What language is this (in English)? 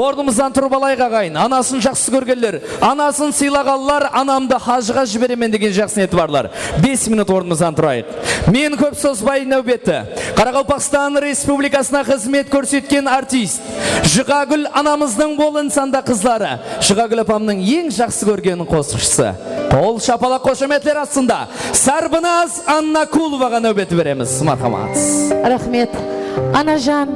Kara-Kalpak